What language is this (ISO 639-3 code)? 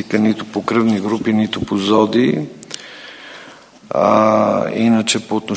bul